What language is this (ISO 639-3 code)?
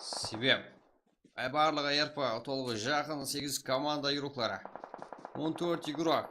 kaa